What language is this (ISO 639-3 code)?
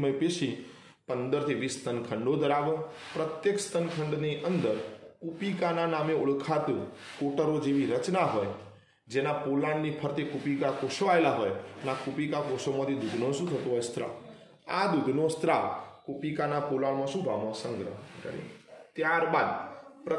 guj